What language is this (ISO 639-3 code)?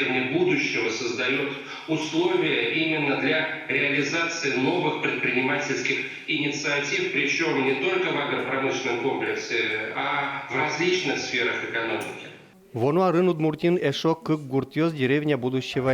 udm